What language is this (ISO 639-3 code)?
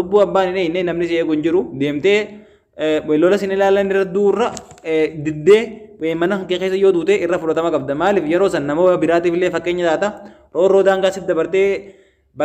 orm